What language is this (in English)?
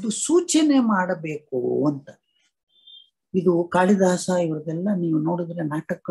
Kannada